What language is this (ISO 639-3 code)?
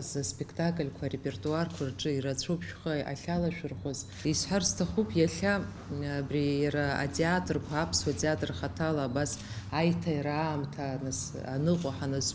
abk